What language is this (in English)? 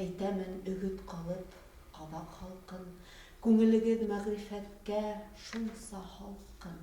Bashkir